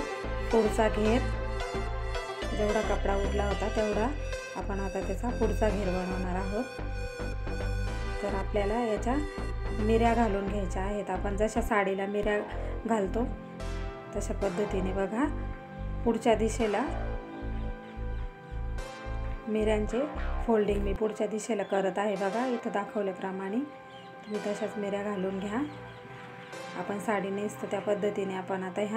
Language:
Marathi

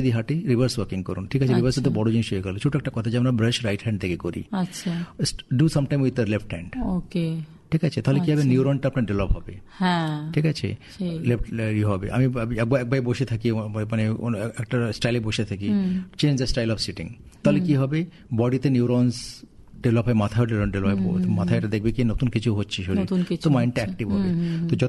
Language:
Bangla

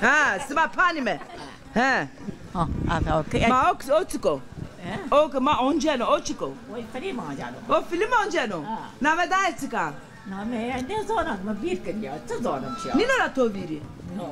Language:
Zaza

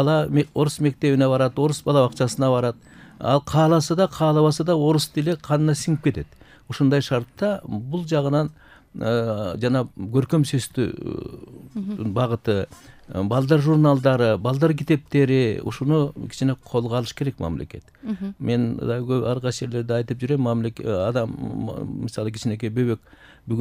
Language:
Kyrgyz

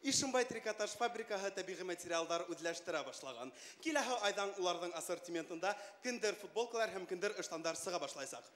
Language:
Bashkir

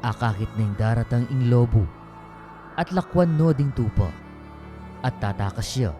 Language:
Pampanga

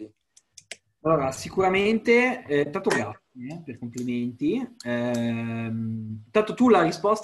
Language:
Italian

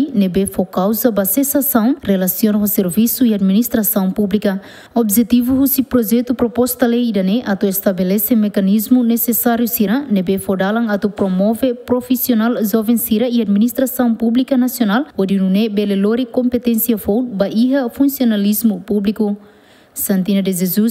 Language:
Tetum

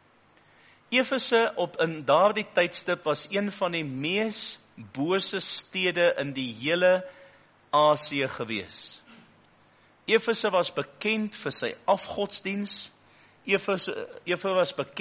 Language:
Afrikaans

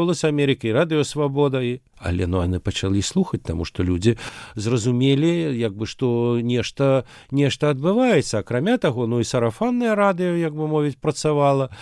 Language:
Belarusian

